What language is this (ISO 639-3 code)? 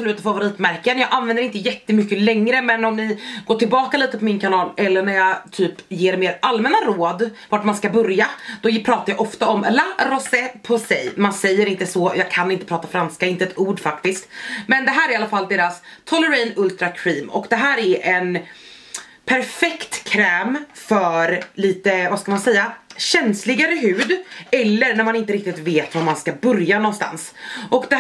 swe